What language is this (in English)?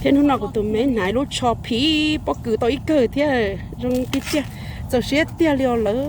Hmong